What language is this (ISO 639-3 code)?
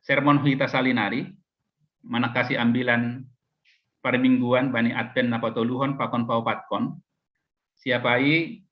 bts